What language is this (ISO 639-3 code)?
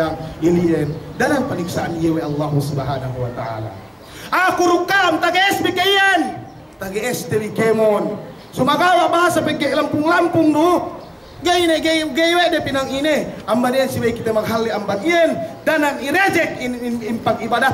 yka